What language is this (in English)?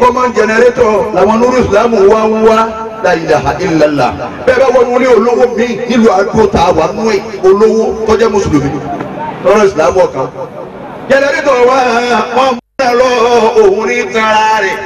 Yoruba